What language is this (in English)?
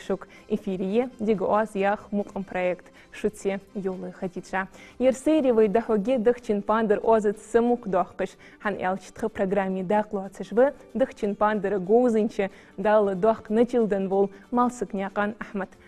Ingush